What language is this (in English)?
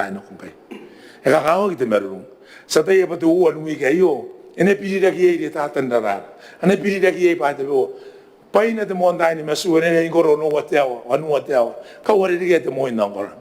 Gilbertese